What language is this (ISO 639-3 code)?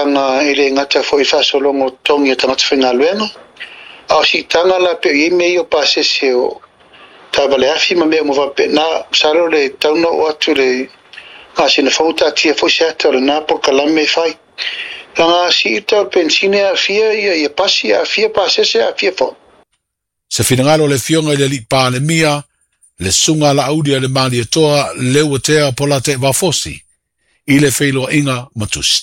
smo